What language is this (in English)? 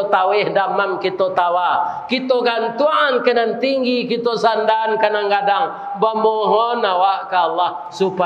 Minangkabau